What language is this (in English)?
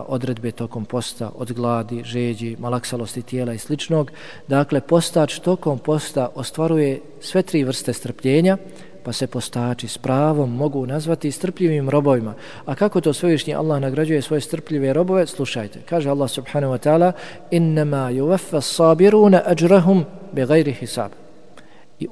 Bosnian